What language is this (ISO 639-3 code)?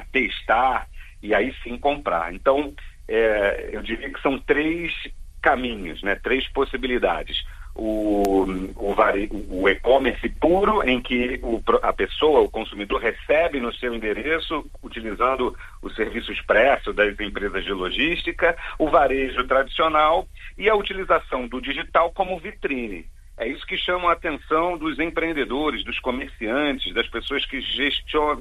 por